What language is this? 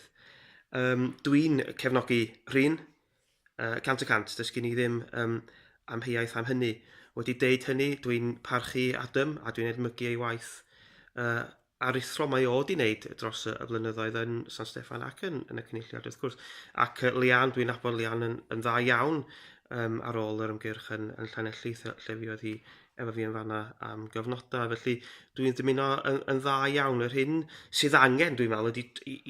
Welsh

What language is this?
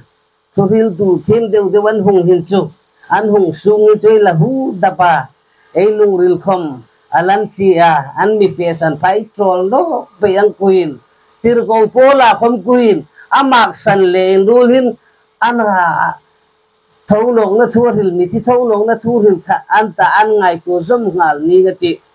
Hmar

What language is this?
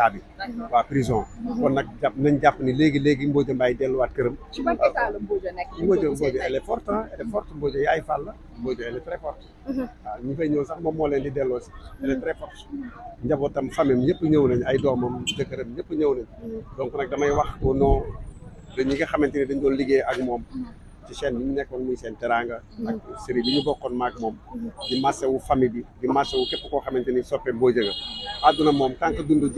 Wolof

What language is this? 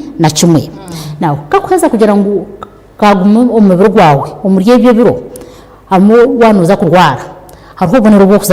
Nyankole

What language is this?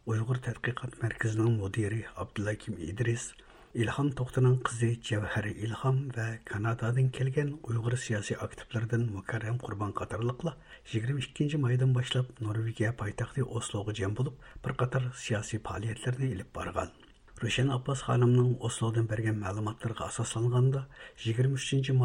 Uyghur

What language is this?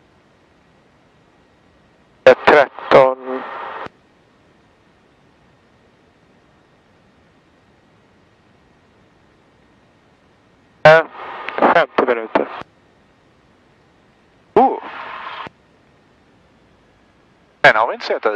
Swedish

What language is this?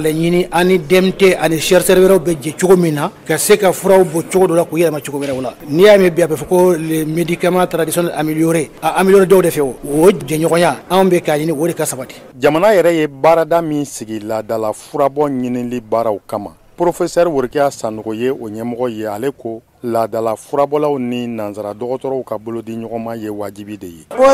Bambara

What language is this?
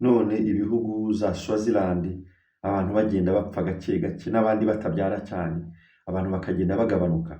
Kinyarwanda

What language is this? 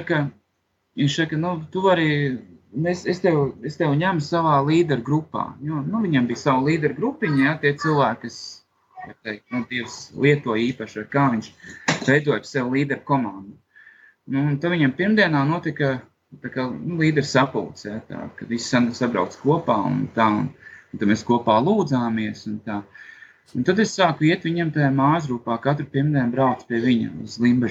Latvian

